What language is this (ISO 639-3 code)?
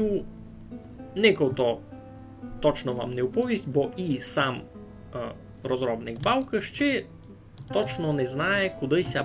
rue